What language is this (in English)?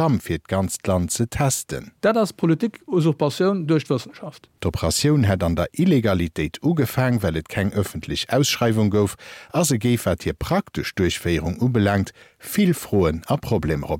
Luxembourgish